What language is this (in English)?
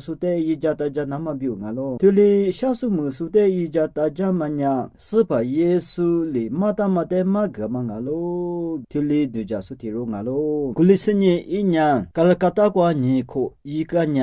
Lisu